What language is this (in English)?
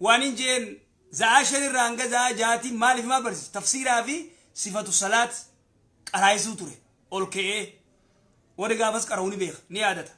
Oromo